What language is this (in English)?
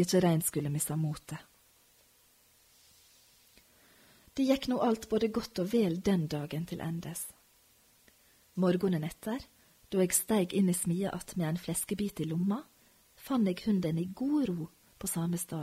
Norwegian